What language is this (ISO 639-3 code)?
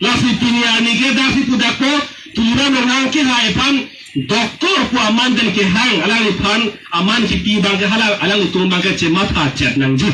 mjw